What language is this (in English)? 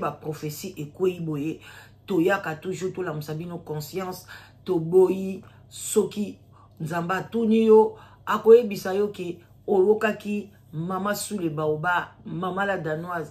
Lingala